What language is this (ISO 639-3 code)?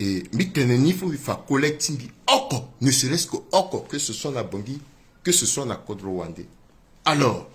sag